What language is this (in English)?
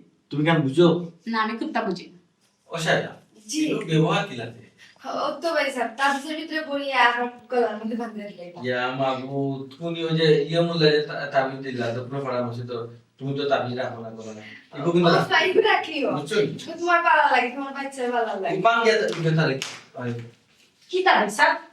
Sylheti